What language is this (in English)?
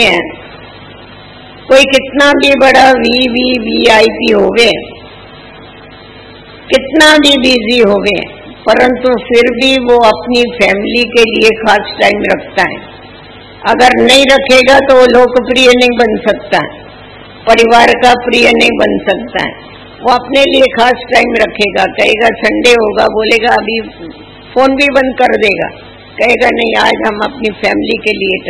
Hindi